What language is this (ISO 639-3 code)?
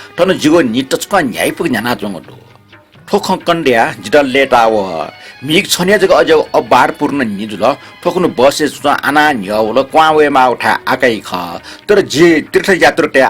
new